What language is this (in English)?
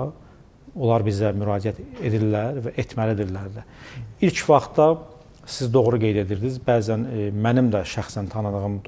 Azerbaijani